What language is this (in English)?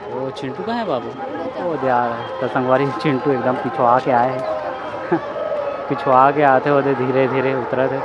Chhattisgarhi